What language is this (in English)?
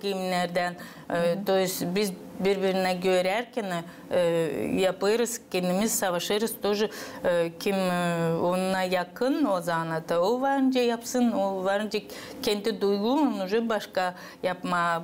Gagauz